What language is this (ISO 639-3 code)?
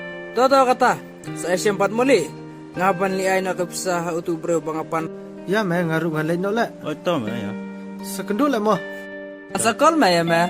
kha